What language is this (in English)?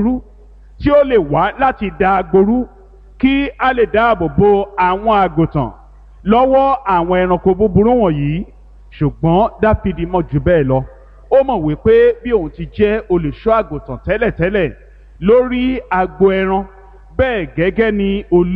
Yoruba